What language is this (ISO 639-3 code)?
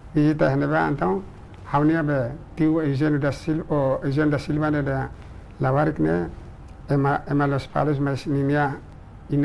tet